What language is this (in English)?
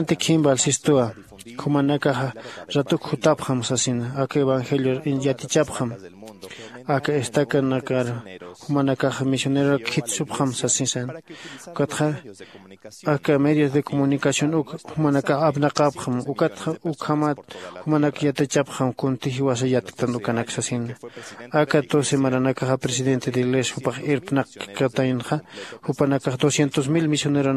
Aymara